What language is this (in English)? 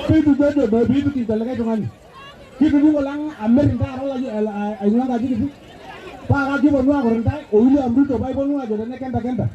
Masai